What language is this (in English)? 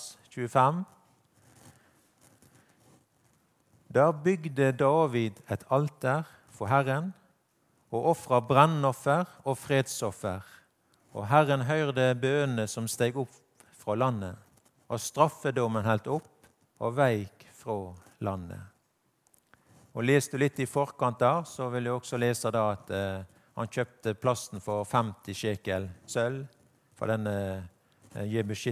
Norwegian